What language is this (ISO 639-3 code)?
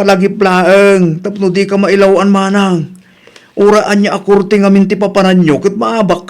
ilo